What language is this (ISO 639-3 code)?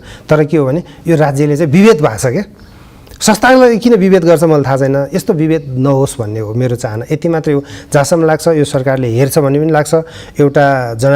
nep